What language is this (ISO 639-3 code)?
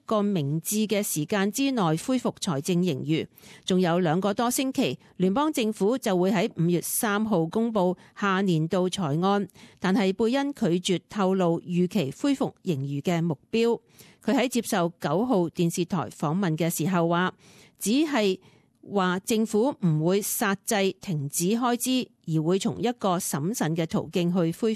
yue